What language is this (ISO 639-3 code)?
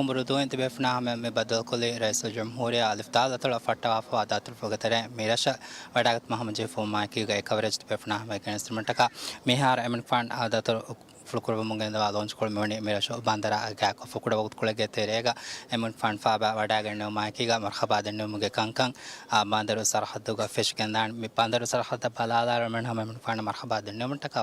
div